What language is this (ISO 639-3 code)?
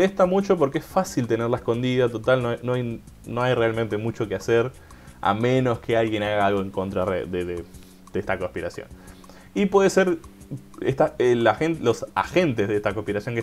spa